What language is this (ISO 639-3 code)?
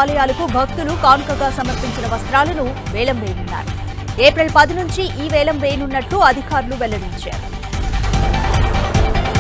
tel